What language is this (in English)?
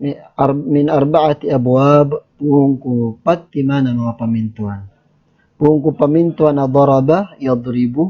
Maranao